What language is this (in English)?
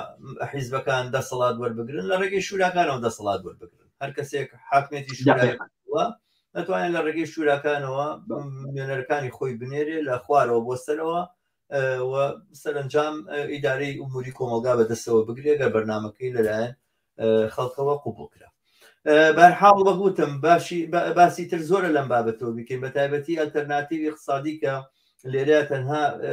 Central Kurdish